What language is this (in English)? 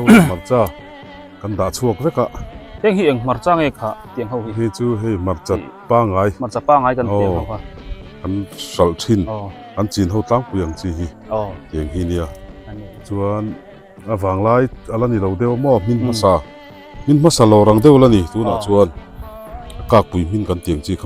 Biete